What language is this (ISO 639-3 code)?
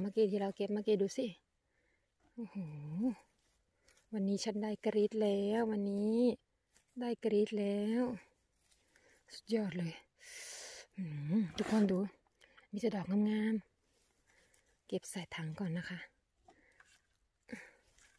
tha